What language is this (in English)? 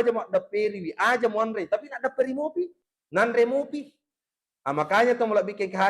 Buginese